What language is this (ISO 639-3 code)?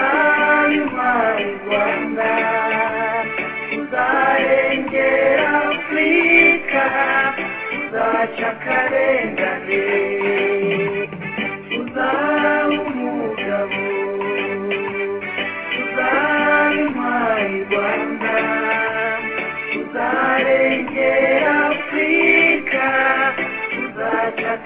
kin